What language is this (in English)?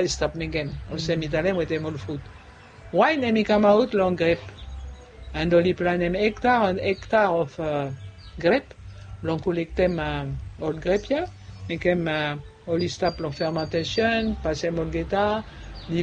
Bislama